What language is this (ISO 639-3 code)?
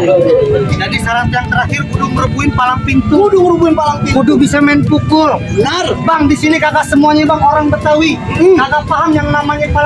bew